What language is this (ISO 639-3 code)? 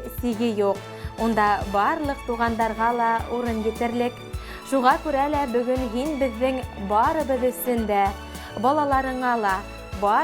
bak